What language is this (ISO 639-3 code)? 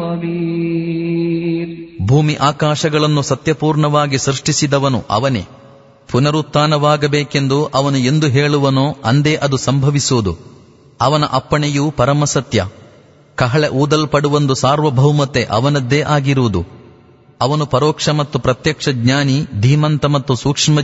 kan